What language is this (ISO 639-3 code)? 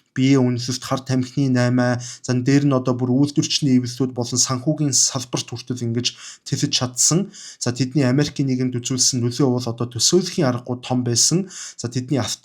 mon